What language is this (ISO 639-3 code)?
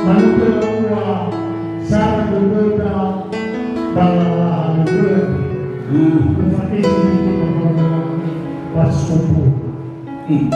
nia